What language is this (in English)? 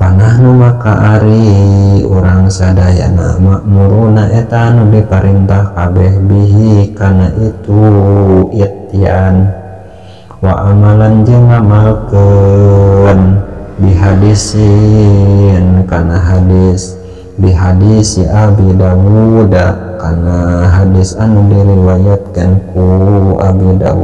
Sundanese